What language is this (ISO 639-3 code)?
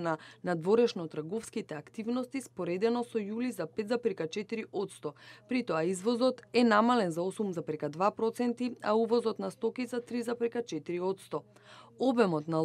mkd